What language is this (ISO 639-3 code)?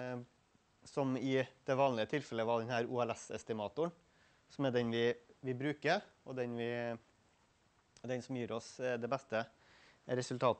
nor